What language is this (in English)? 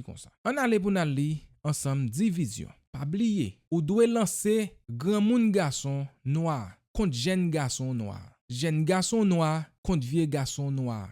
Haitian Creole